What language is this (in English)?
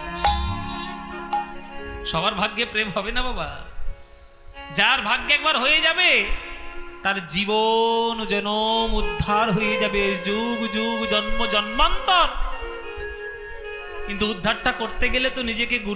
Bangla